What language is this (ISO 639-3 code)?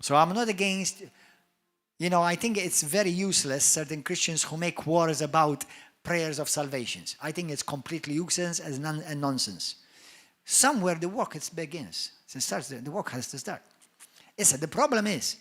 eng